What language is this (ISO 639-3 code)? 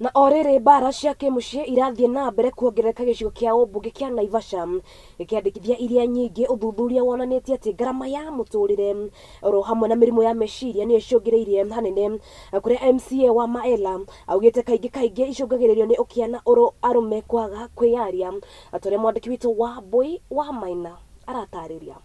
kik